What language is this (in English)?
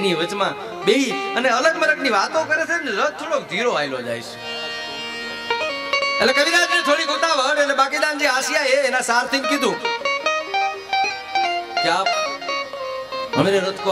Gujarati